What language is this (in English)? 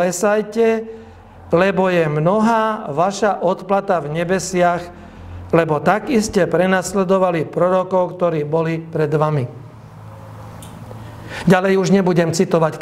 Slovak